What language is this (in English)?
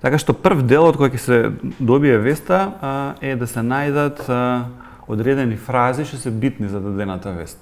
Macedonian